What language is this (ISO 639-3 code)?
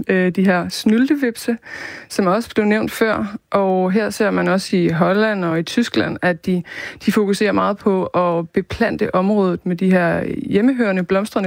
dan